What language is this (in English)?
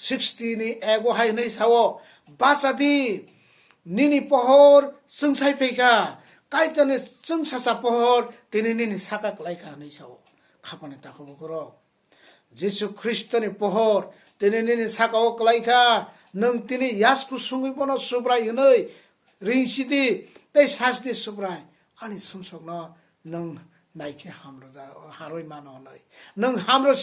Kok Borok